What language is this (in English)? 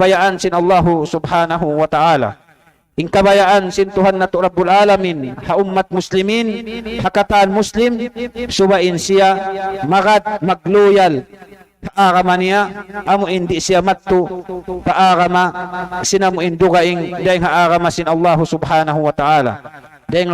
Tausug